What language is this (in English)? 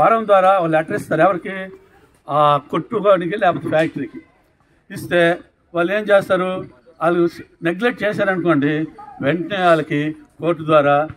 Telugu